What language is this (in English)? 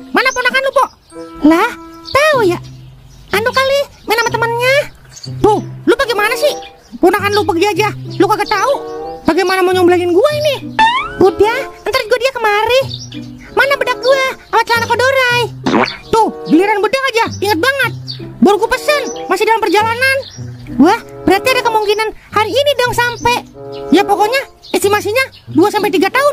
Betawi